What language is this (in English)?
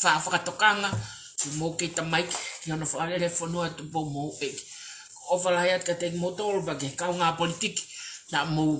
Tongan